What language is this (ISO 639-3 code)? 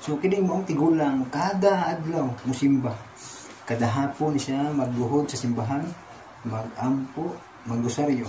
ceb